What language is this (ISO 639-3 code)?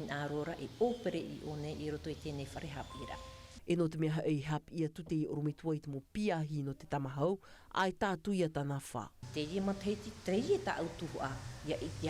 tah